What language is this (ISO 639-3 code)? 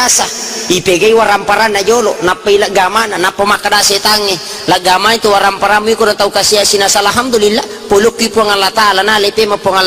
bug